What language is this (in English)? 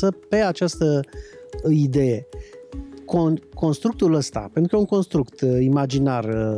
Romanian